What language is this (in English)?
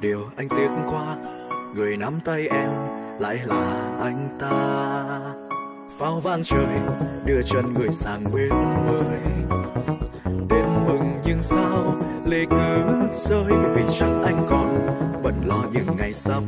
Vietnamese